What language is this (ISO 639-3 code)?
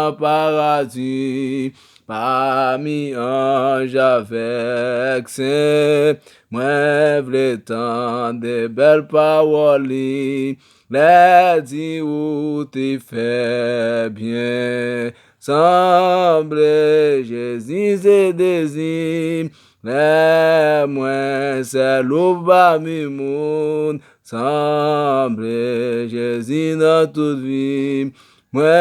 hat